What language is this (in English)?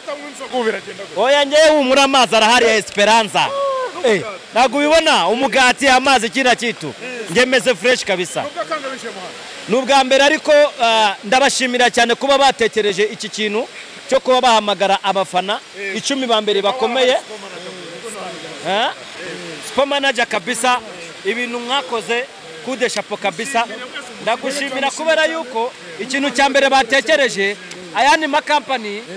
Kinyarwanda